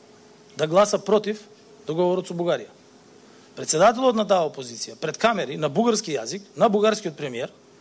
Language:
Macedonian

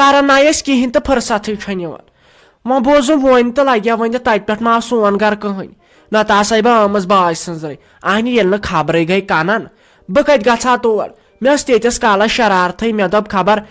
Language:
Kashmiri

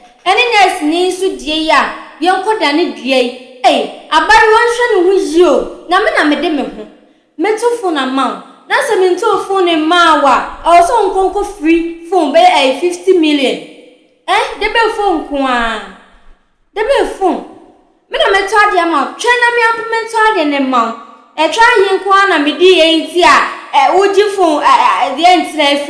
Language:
Akan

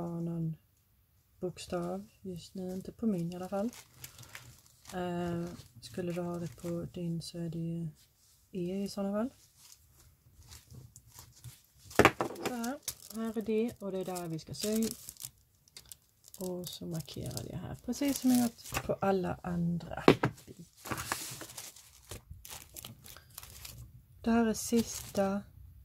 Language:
Swedish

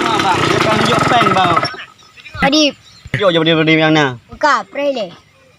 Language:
Achinese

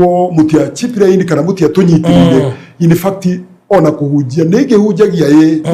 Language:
Kikuyu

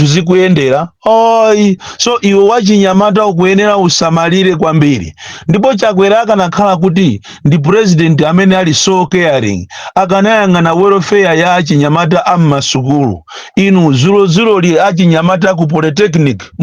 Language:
Nyanja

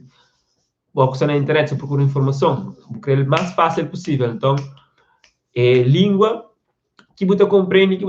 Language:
Kabuverdianu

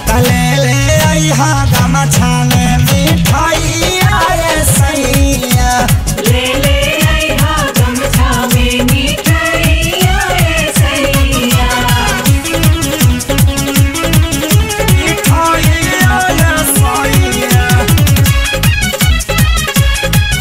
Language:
Bhojpuri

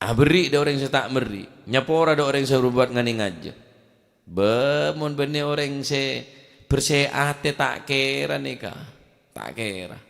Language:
Madurese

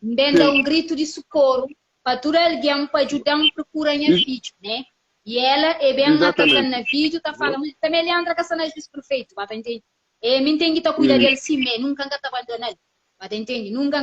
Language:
Kabuverdianu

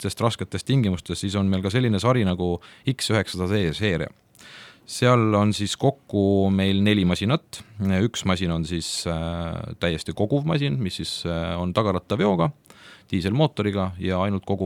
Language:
Estonian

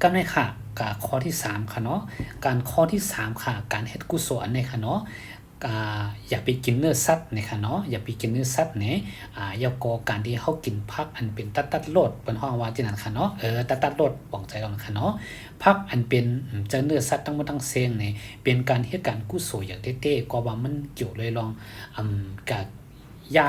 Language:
Shan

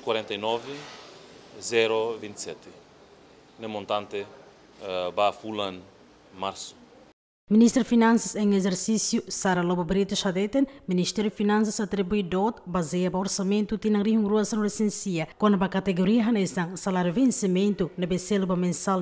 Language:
Tetum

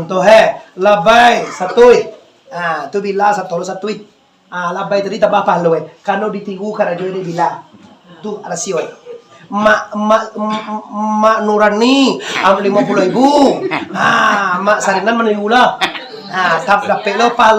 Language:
Minangkabau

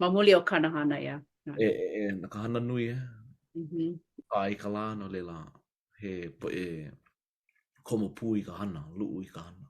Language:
Hawaiian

